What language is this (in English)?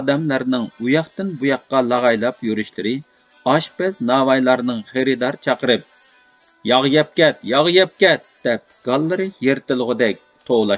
Uyghur